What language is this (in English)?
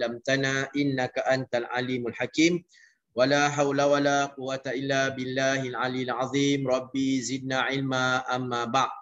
Malay